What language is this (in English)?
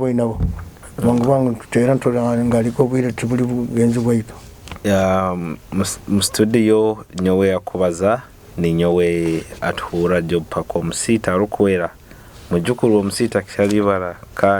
Nyoro